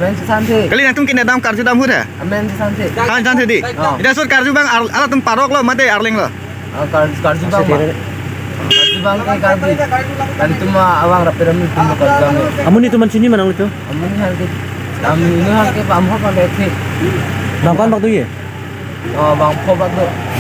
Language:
Karbi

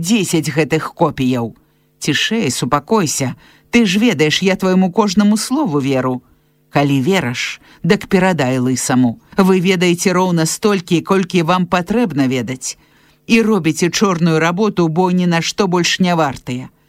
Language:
Belarusian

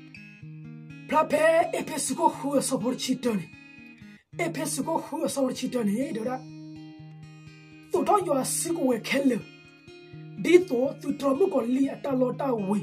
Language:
S'gaw Karen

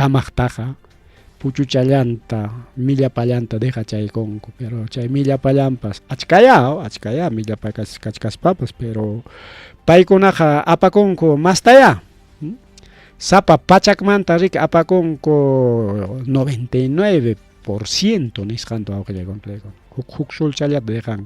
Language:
Ayacucho Quechua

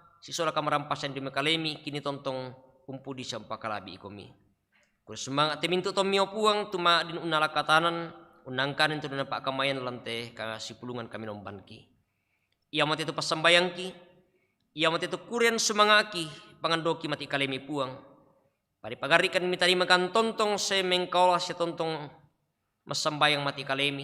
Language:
Toraja-Sa'dan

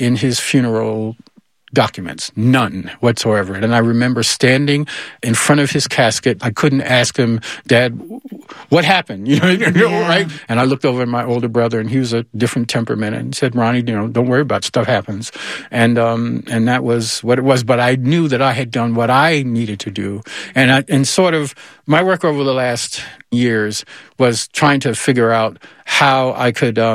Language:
English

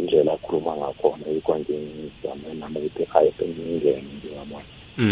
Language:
South Ndebele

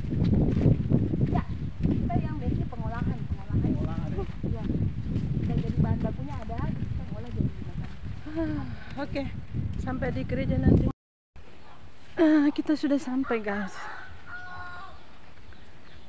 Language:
Indonesian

